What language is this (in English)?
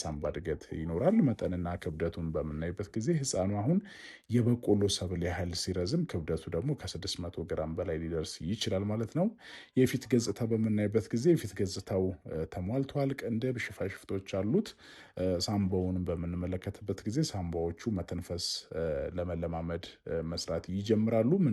Amharic